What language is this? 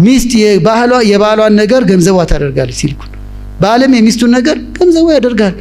Amharic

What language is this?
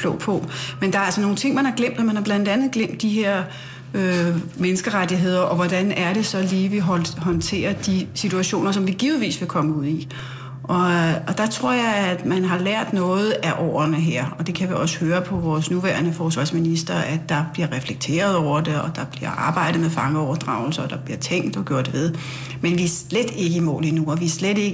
Danish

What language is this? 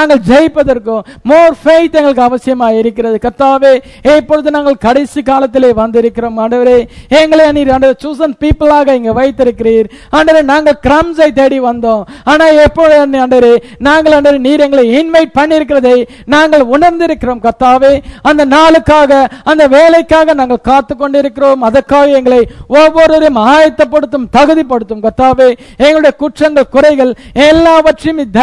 Tamil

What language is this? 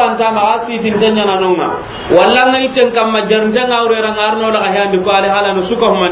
Soninke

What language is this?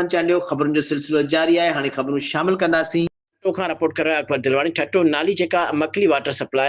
Sindhi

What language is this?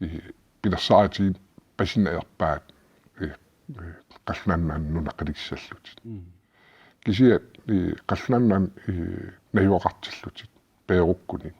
Kalaallisut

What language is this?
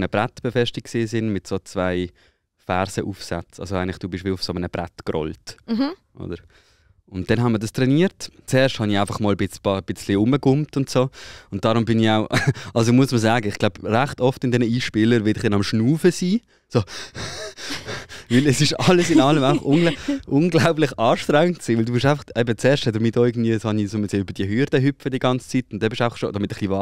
Swiss German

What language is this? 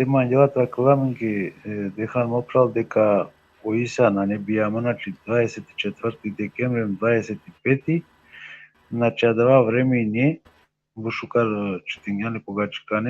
Balkan Romani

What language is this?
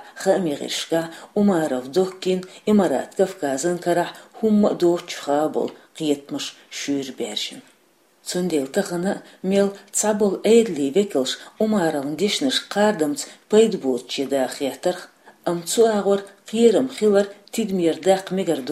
Chechen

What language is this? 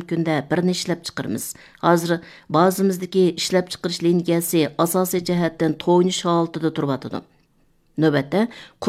Uyghur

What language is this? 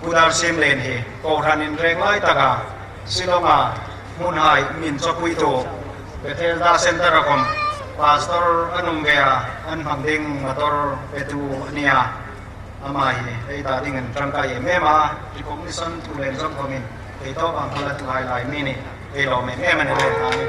Hmar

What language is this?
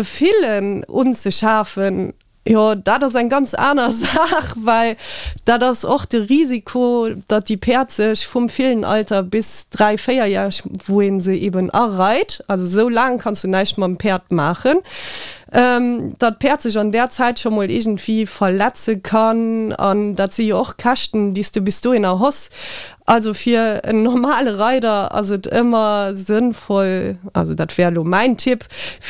Luxembourgish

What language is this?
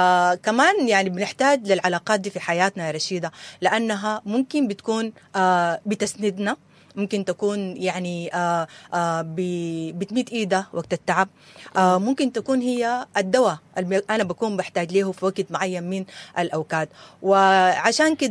Sudanese Arabic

